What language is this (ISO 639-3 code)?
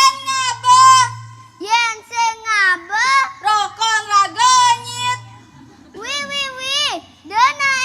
ban